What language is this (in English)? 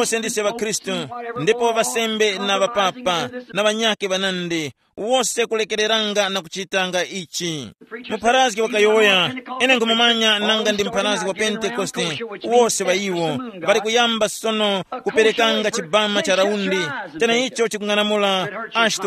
Tumbuka